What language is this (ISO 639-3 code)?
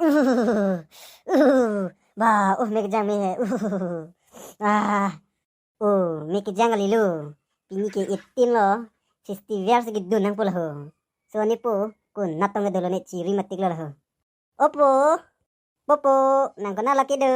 mjw